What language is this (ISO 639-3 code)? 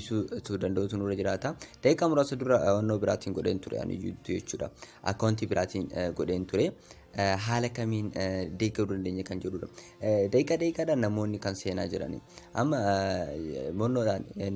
orm